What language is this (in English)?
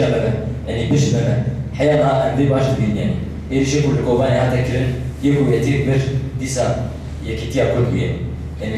Kurdish